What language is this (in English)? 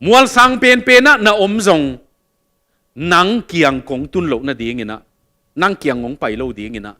Tedim Chin